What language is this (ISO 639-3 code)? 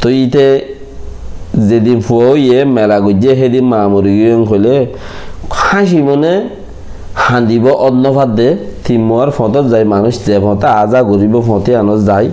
rhg